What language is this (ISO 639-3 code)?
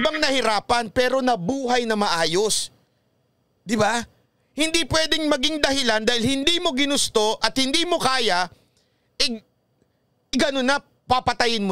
fil